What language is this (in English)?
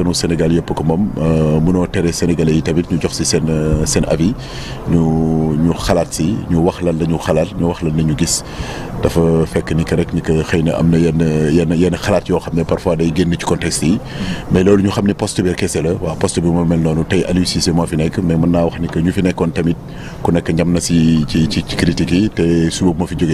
Wolof